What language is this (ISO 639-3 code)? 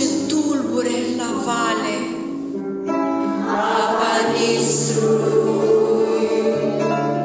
ron